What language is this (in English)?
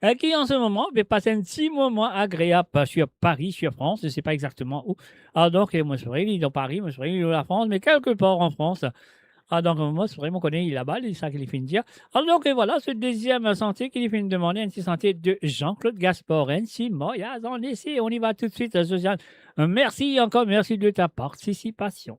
Morisyen